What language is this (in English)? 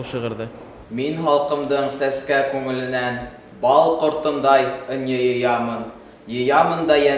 Bashkir